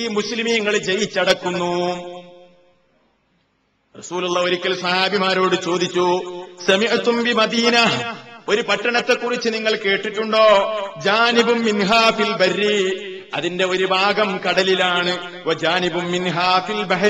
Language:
Malayalam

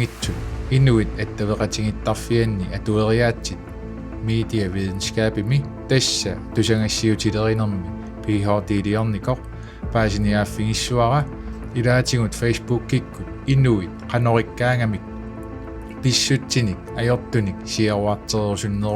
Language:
Kalaallisut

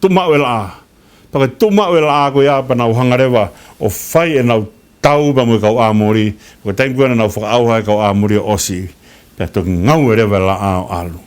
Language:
Tongan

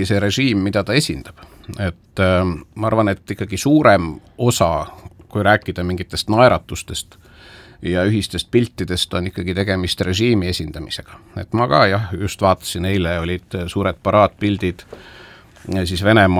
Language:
Estonian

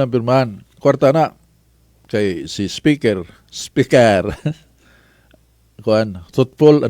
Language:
Cebuano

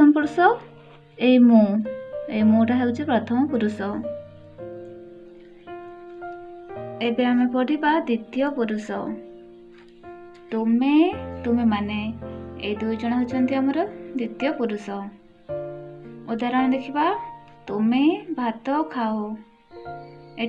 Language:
Odia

